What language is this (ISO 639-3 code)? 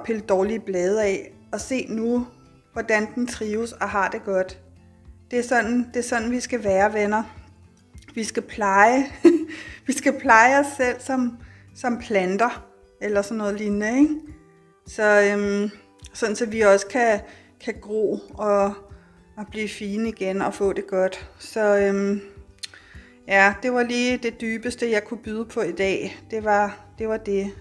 dan